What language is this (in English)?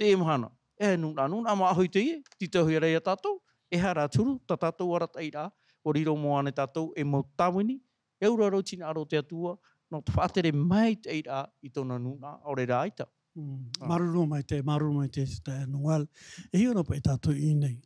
Tahitian